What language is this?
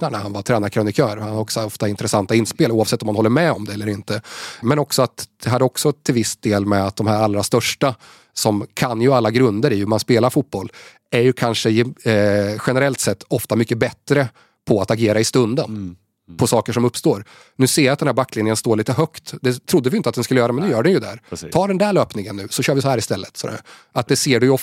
Swedish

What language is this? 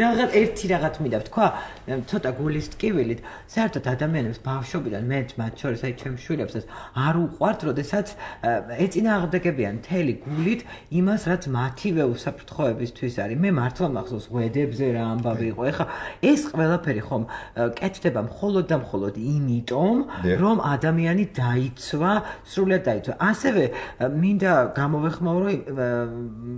Georgian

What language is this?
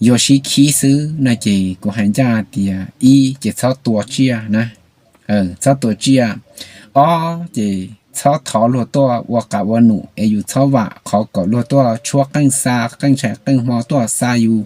Hmong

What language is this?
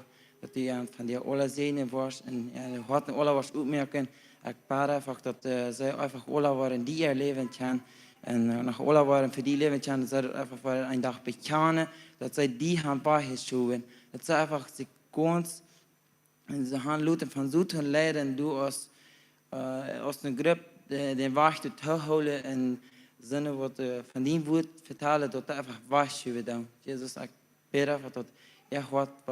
Plautdietsch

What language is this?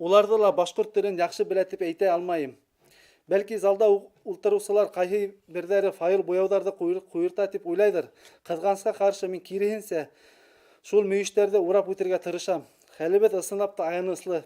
Bashkir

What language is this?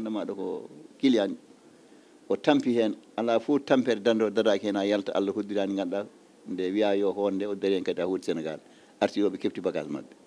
Fula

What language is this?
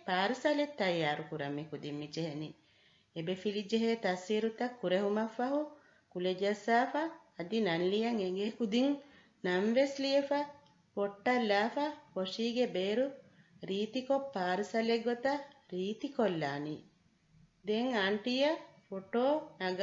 Divehi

